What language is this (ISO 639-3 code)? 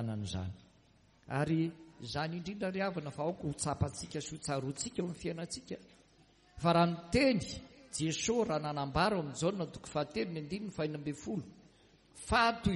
mlg